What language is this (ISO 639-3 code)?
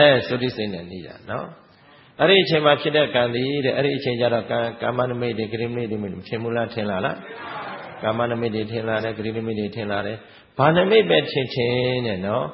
mya